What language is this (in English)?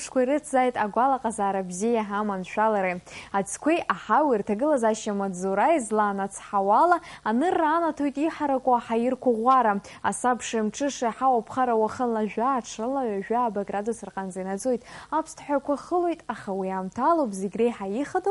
Abkhazian